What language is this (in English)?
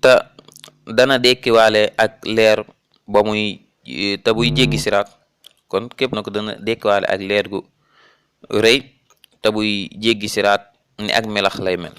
Wolof